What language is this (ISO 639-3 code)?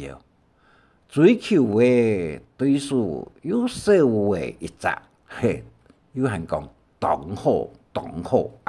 hak